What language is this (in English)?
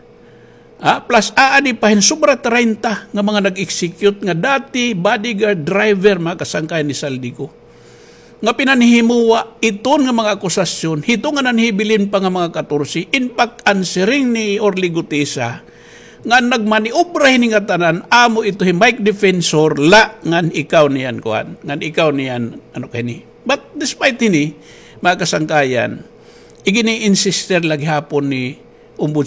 Waray